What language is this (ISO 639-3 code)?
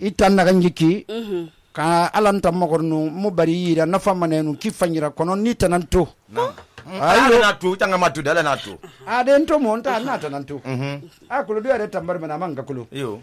sus